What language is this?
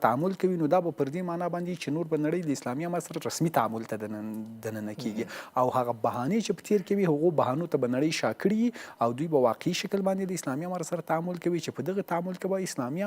Pashto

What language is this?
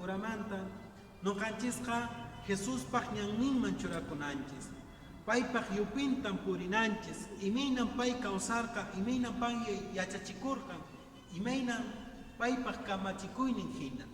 Quechua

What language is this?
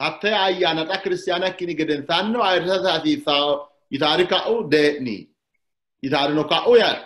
Sidamo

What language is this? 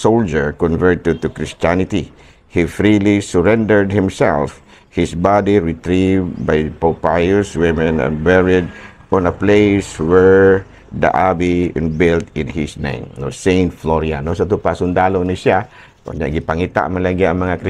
Cebuano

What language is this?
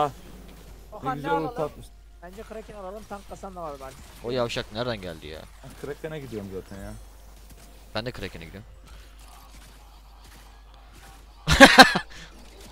Turkish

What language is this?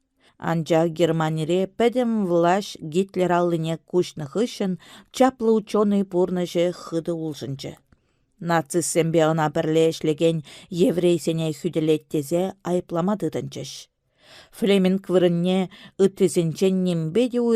Chuvash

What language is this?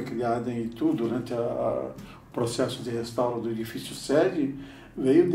Portuguese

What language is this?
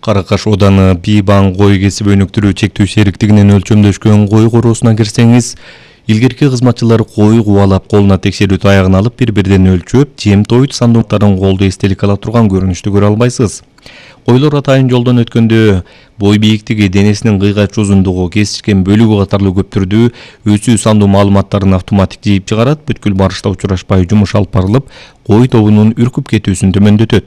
Kyrgyz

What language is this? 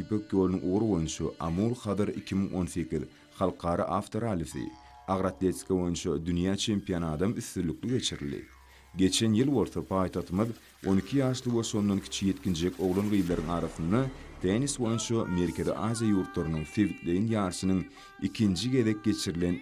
Turkmen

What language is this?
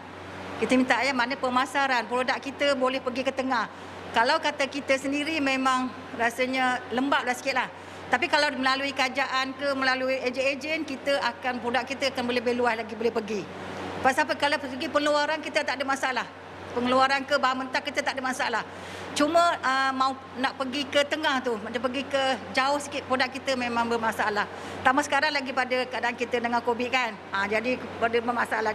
Malay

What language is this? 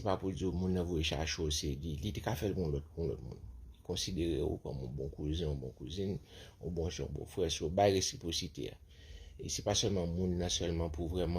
Haitian Creole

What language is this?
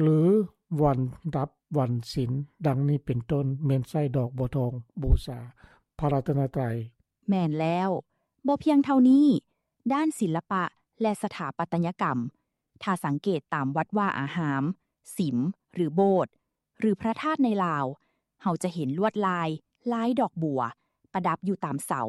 Lao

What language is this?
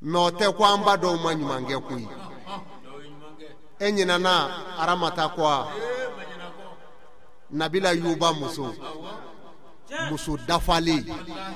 Bambara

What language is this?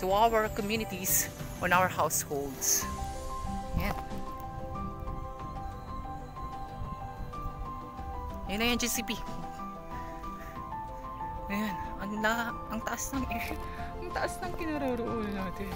Filipino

